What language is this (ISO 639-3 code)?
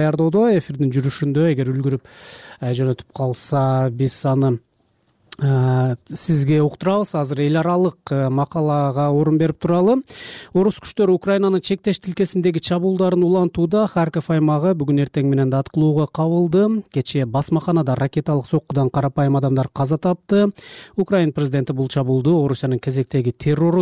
kir